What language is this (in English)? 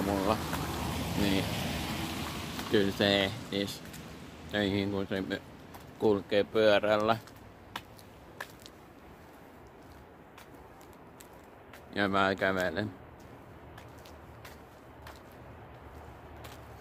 Finnish